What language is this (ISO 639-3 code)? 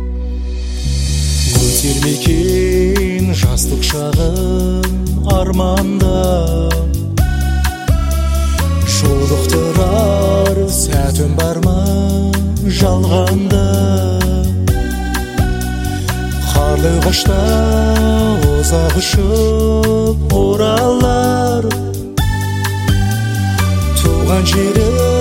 kaz